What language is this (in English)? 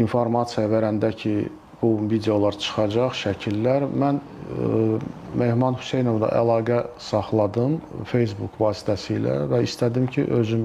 Azerbaijani